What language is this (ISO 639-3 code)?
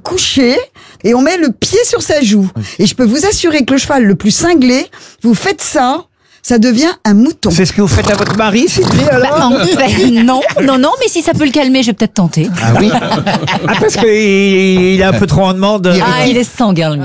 fra